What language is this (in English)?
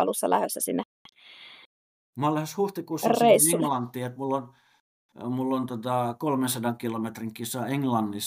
Finnish